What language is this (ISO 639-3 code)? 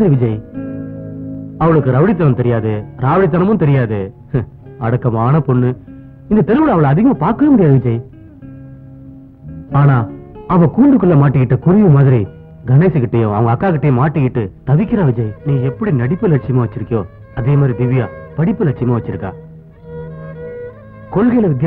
tam